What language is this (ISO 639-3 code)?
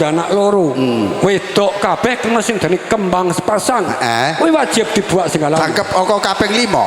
jav